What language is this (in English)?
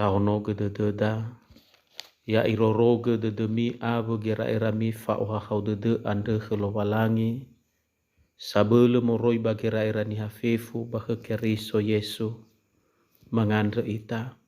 Nias